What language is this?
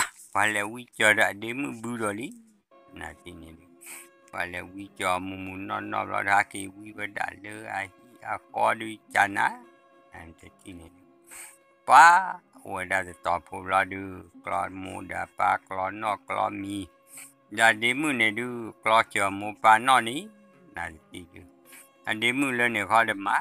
S'gaw Karen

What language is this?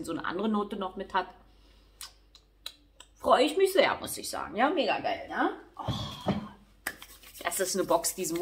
German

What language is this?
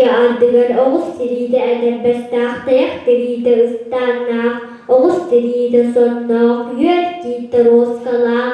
Yakut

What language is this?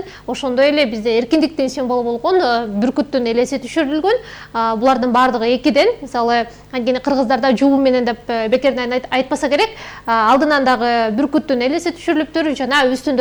Kyrgyz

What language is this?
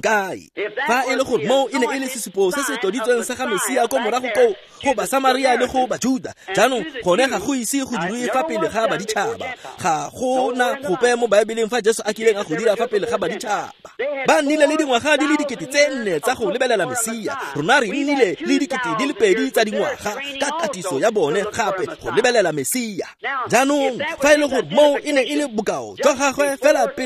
Tswana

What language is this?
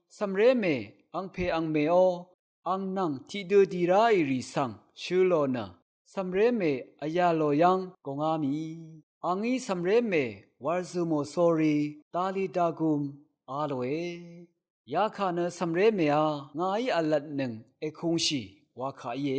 Rawang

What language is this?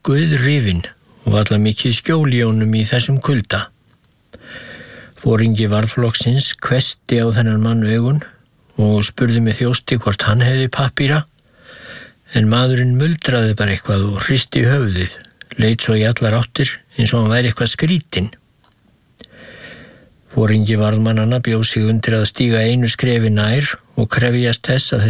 Icelandic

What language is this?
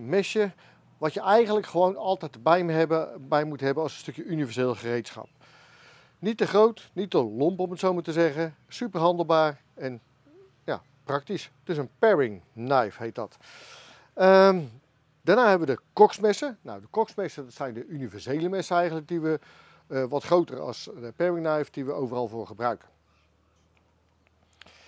Dutch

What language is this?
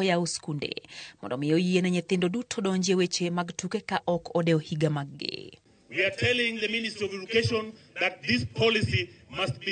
Luo (Kenya and Tanzania)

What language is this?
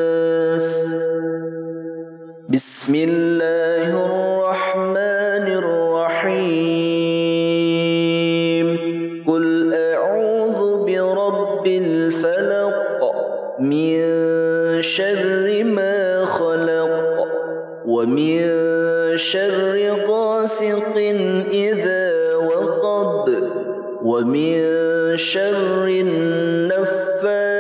Arabic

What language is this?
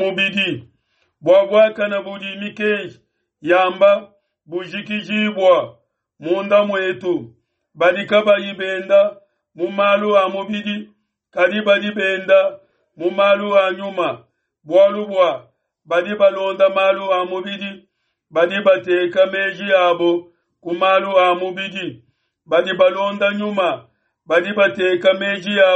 Luba-Lulua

